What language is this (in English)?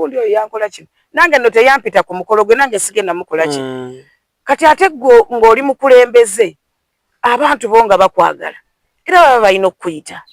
Ganda